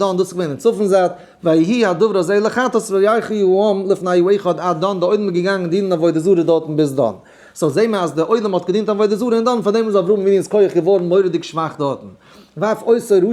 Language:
Yiddish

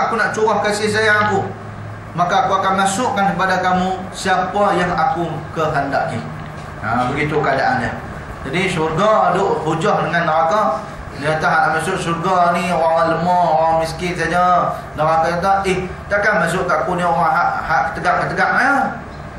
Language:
Malay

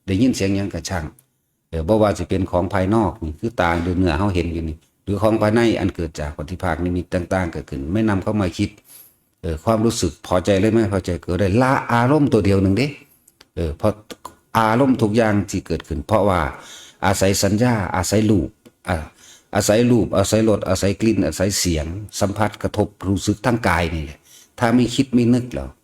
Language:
Northeastern Thai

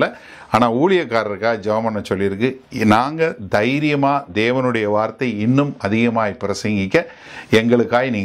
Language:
Tamil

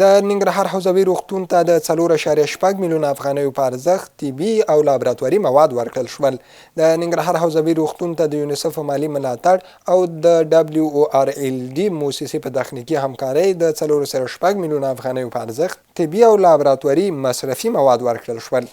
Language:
Pashto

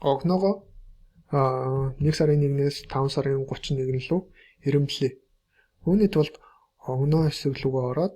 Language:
Mongolian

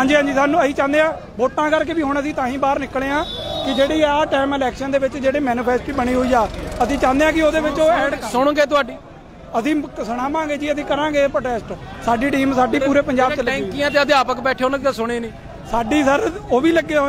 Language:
Punjabi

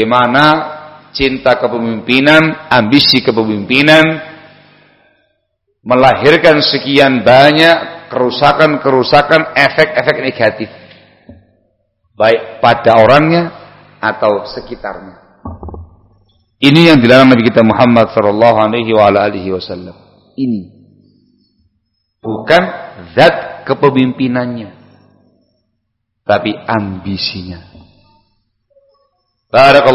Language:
Indonesian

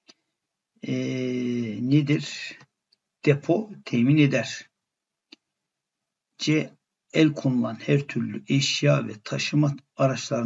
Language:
Turkish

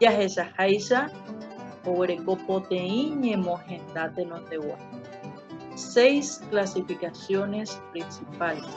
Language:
Guarani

